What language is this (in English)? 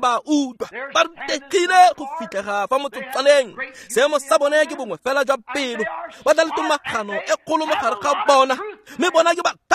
Tswana